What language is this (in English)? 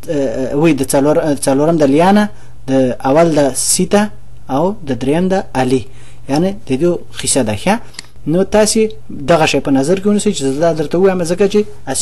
Pashto